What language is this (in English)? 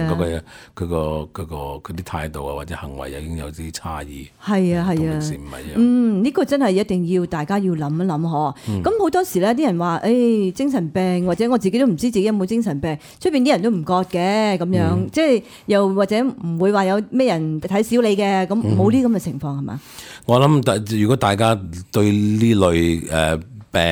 Cantonese